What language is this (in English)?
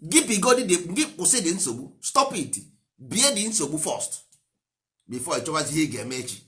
Igbo